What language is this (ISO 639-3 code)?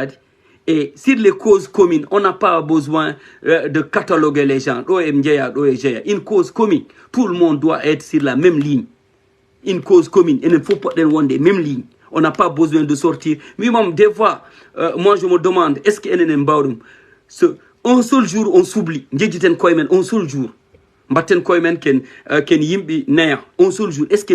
ful